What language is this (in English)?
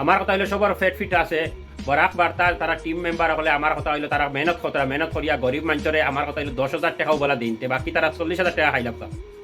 Sylheti